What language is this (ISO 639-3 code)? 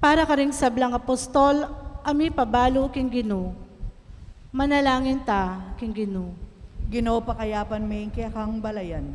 pam